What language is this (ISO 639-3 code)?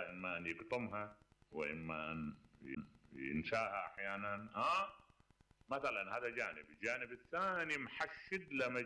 acm